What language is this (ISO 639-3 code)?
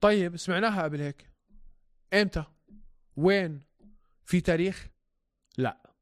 apc